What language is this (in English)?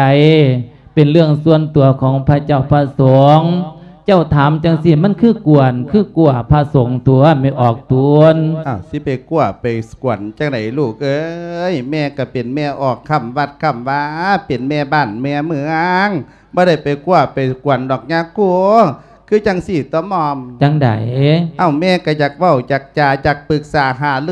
Lao